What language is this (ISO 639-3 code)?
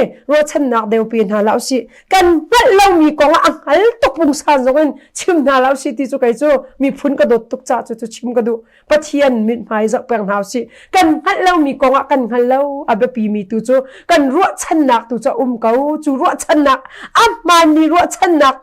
cnh